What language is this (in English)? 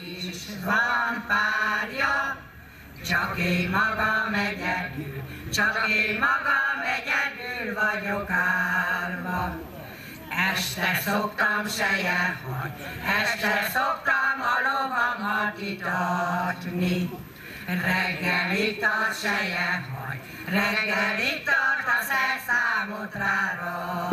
Hungarian